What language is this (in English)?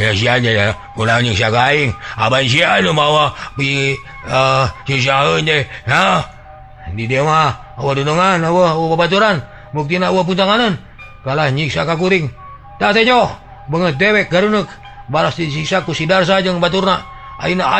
Sundanese